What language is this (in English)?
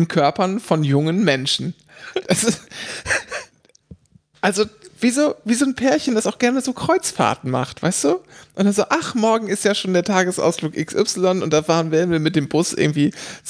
German